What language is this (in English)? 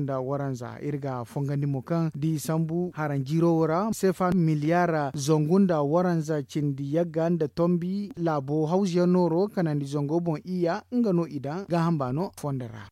Zarma